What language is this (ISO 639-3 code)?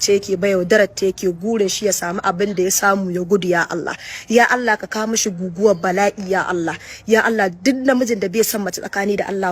hau